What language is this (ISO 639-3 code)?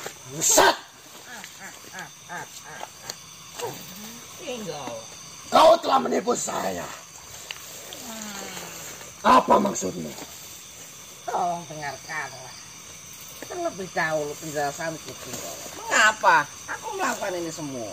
ind